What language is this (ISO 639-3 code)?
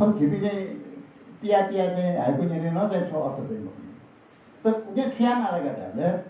new